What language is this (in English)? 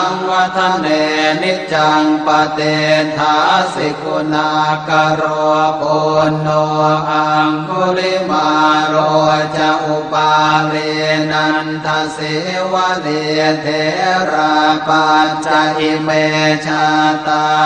Pali